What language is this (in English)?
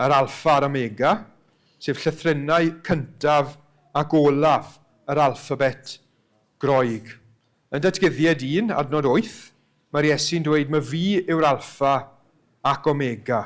Welsh